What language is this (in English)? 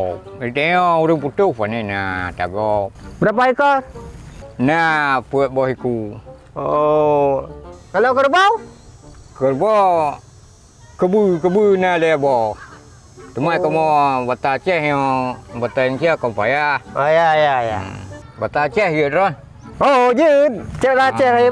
Achinese